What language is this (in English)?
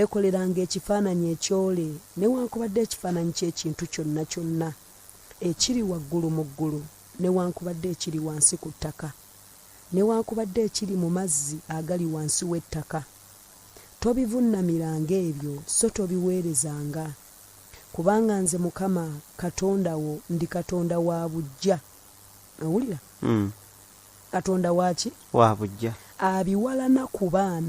Ganda